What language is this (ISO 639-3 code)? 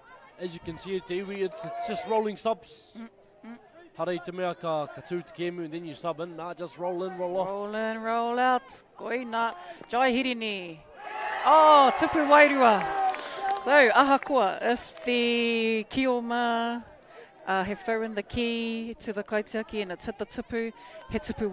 mri